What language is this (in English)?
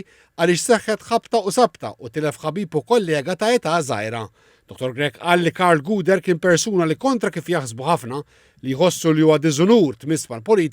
Maltese